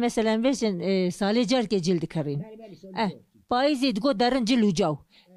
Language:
Kurdish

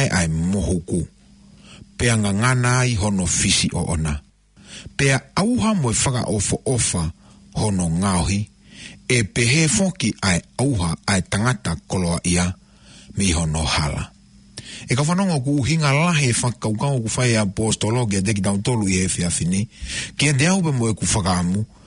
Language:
Tongan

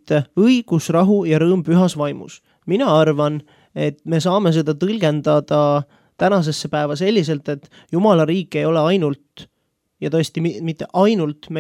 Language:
Estonian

